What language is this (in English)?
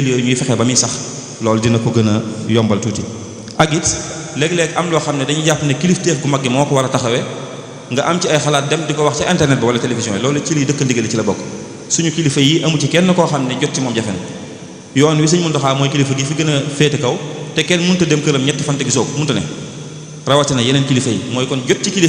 Wolof